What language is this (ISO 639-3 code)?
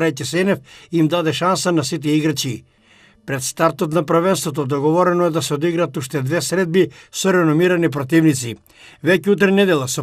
mkd